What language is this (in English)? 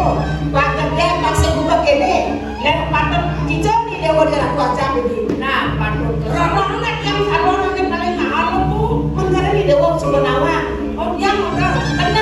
Balinese